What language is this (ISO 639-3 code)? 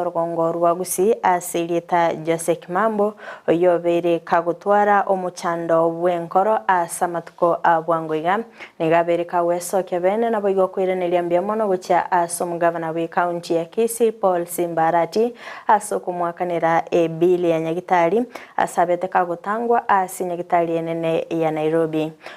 guz